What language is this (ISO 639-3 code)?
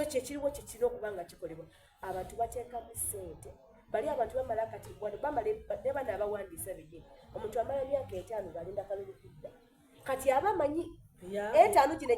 xog